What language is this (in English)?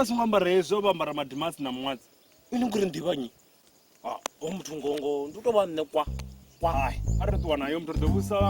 Venda